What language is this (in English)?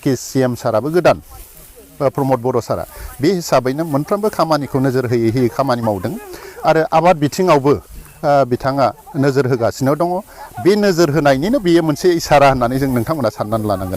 Bodo